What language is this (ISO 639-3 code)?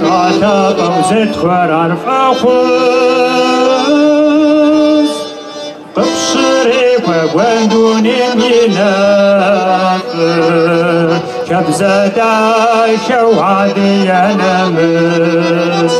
kbd